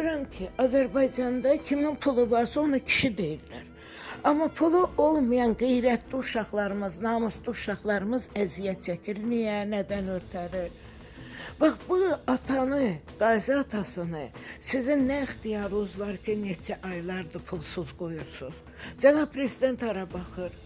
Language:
Azerbaijani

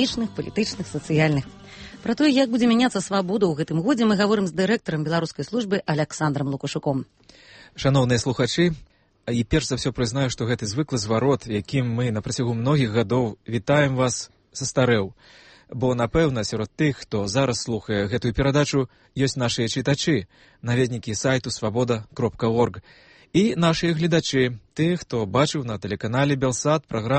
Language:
Belarusian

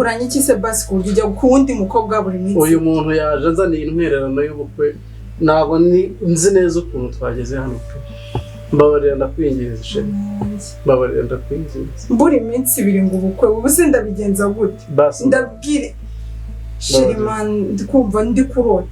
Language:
Kinyarwanda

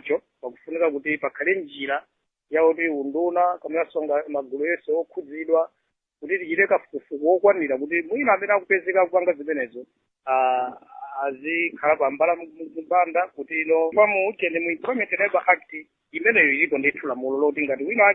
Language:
Nyanja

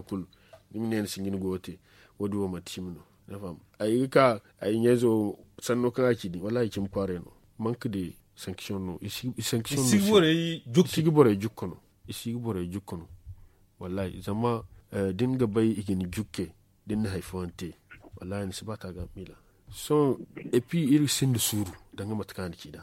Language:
Zarma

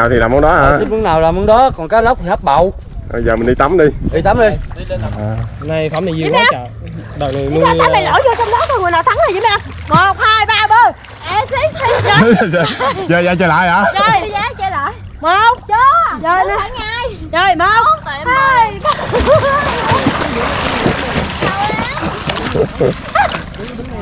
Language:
Vietnamese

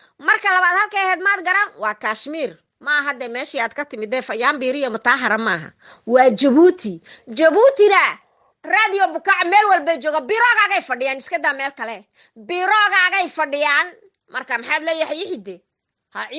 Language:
Somali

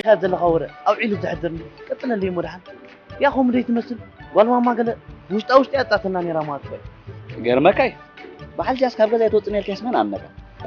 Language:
Tigrinya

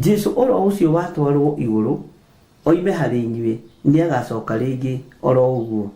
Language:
Kikuyu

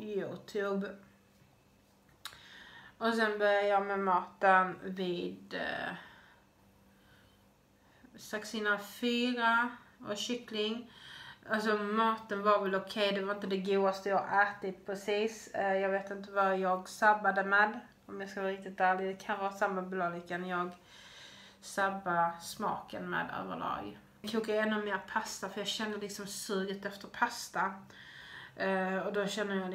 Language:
Swedish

